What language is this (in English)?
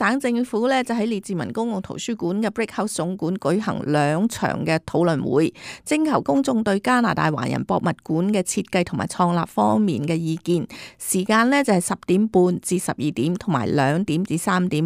Cantonese